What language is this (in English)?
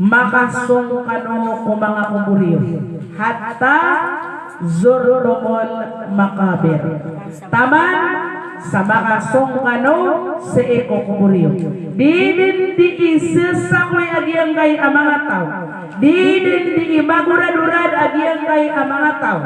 Maranao